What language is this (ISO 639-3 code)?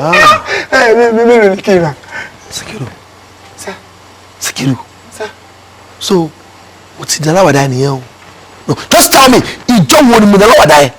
yor